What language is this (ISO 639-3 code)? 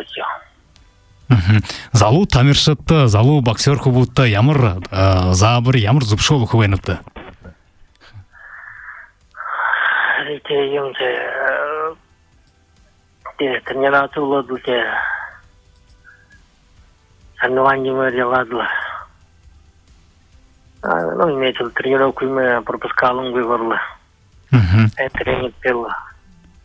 bua